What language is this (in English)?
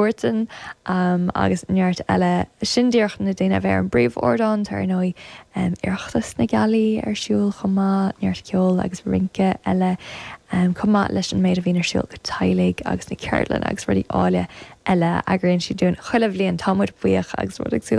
Irish